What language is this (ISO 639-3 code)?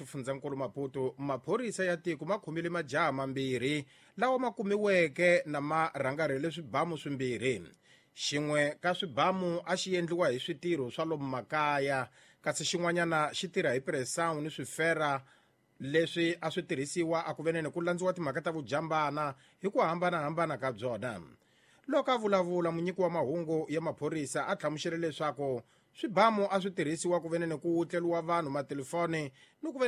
tso